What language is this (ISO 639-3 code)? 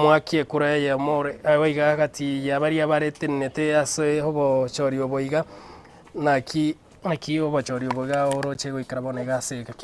guz